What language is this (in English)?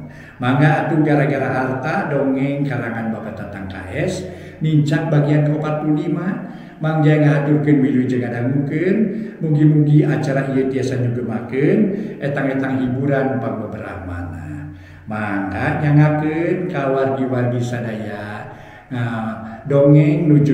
Sundanese